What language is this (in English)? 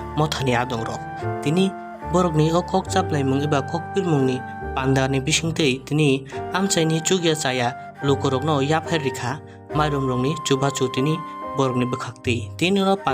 Kok Borok